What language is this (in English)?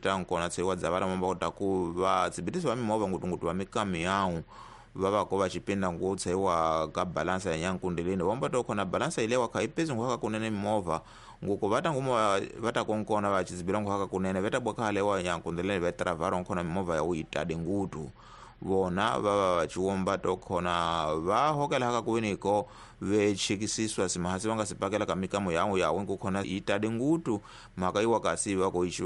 Tsonga